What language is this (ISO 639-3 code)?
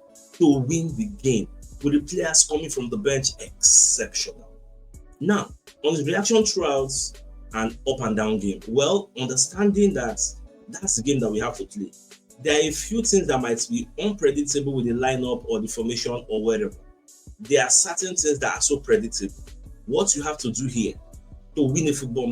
pcm